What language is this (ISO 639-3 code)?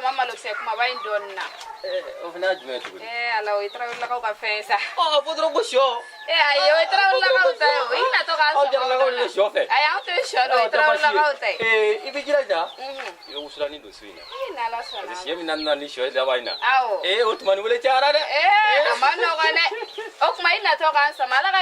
bam